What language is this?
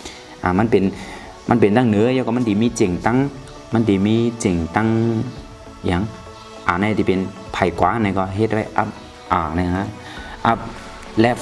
Shan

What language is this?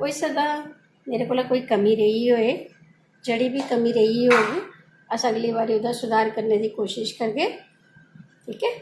Dogri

